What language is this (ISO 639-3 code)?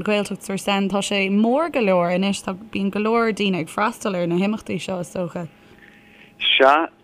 gle